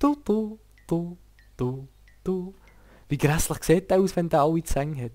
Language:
Swiss German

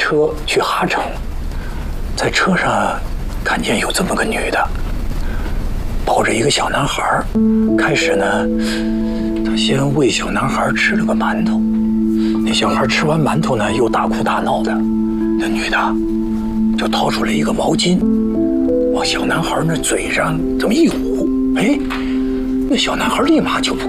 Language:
Chinese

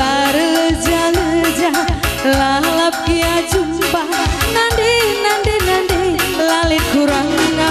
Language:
Batak Karo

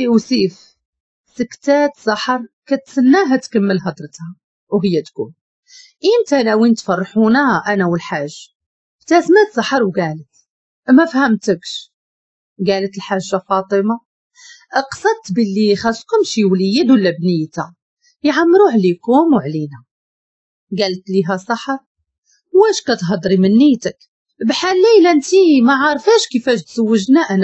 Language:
Moroccan Arabic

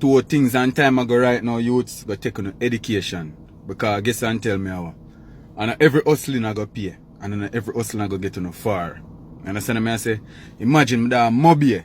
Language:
Jamaican Creole English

